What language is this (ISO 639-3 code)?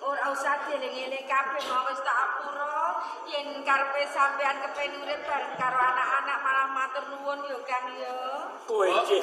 jav